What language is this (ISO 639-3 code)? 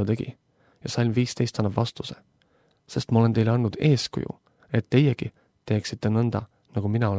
est